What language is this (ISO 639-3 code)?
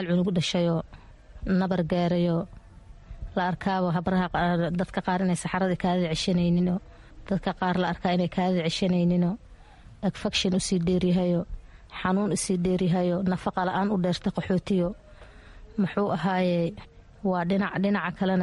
som